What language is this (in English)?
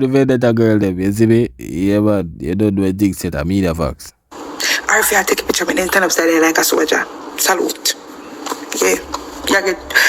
Jamaican Creole English